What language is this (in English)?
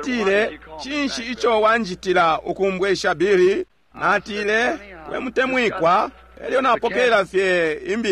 Bemba